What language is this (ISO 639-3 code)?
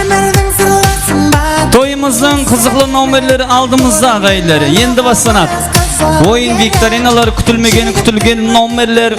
kaa